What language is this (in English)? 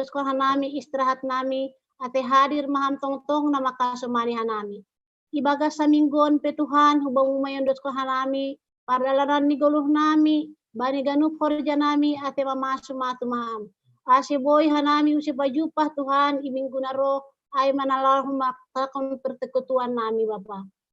Batak Simalungun